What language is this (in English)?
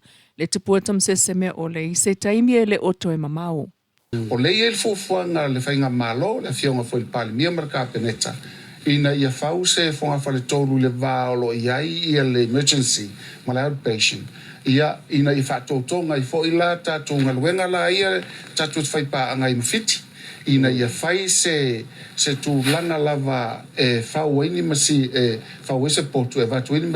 Samoan